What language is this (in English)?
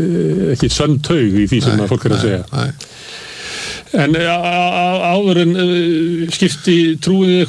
Icelandic